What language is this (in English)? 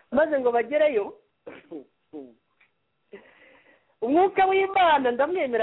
Kinyarwanda